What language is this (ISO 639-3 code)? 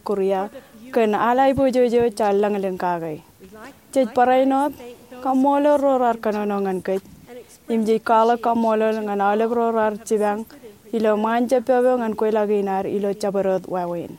mah